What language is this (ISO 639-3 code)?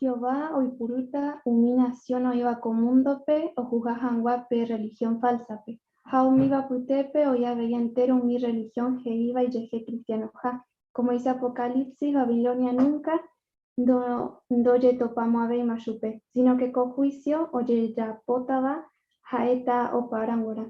grn